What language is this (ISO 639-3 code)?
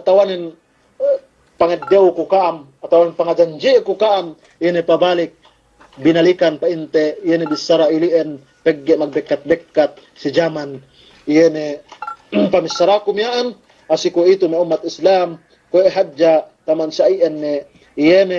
yka